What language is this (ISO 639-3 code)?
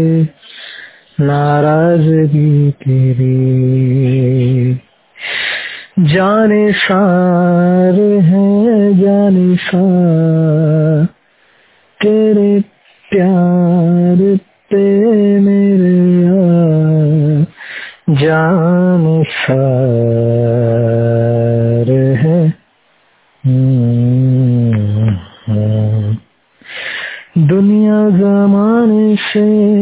hin